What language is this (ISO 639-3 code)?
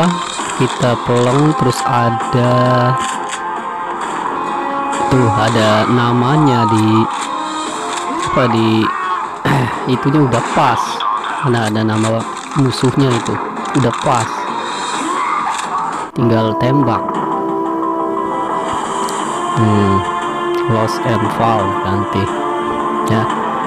ind